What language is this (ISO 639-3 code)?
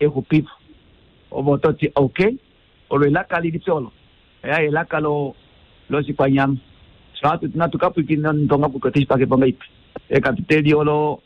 kua